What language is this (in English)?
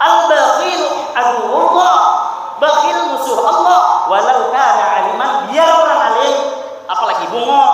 Banjar